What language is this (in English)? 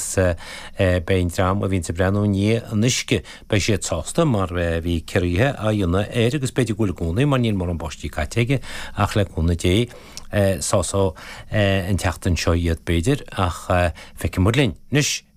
Irish